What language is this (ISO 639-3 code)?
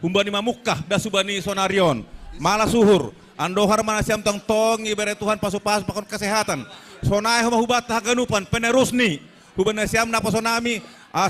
bts